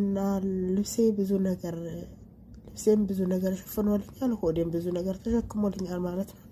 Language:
Amharic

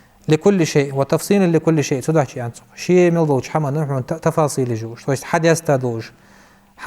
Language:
Ingush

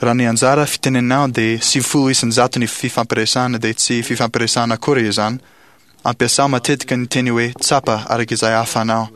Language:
Malagasy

